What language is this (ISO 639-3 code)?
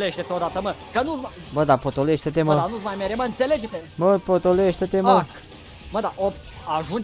ron